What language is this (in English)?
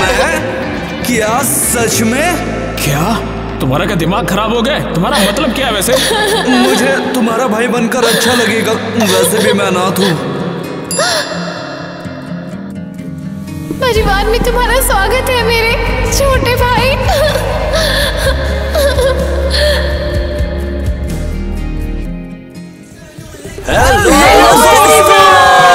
Hindi